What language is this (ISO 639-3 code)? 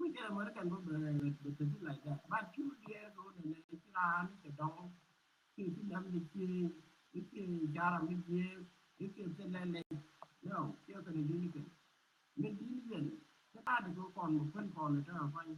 nus